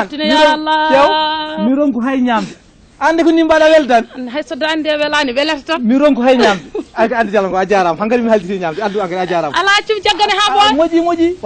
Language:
Fula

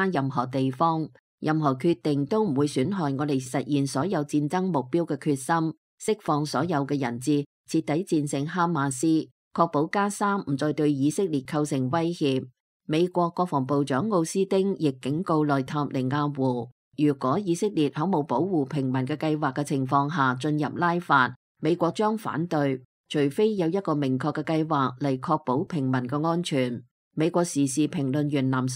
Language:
Cantonese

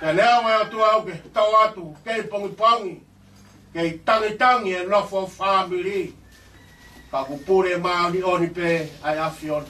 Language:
Tongan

